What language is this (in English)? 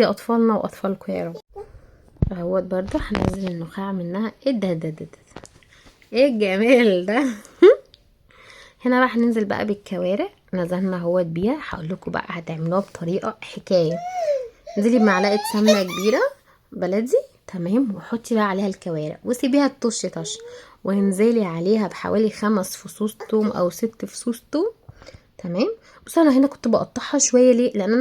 Egyptian Arabic